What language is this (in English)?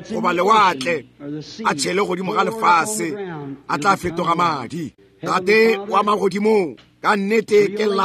Northern Sotho